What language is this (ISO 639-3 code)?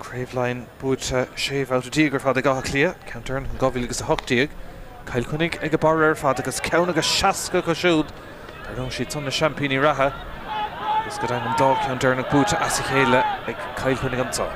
gle